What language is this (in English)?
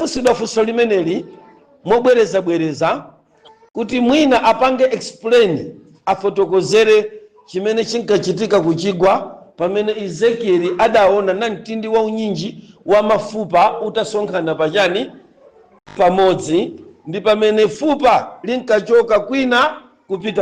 Nyanja